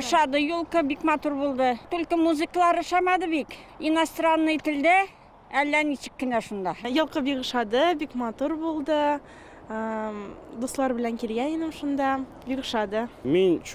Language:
Tatar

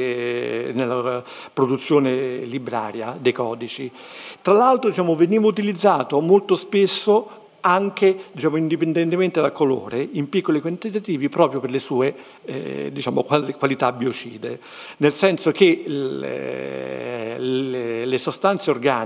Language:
Italian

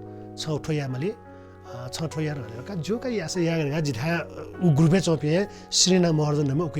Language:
Newari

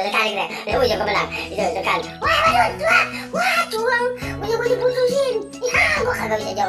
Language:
Betawi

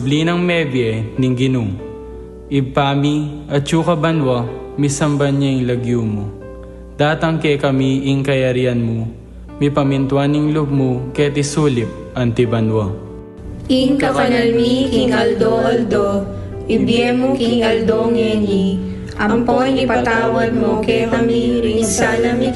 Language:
Pampanga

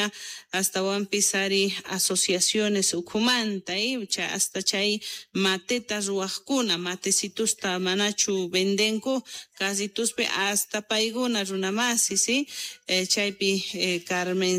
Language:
South Bolivian Quechua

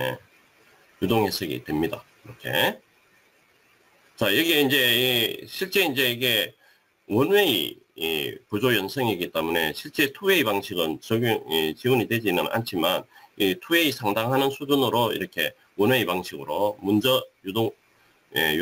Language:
Korean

